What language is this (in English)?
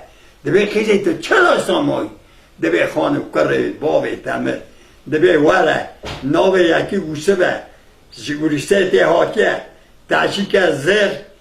Kurdish